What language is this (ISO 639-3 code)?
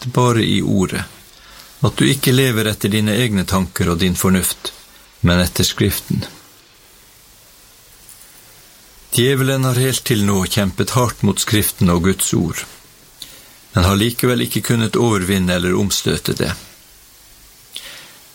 nor